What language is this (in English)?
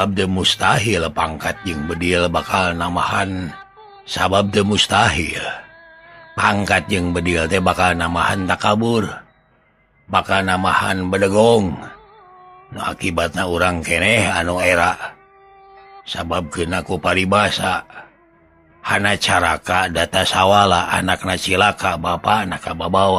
Sundanese